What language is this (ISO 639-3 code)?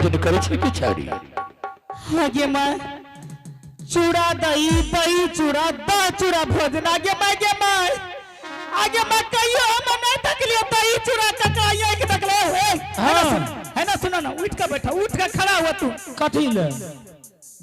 anp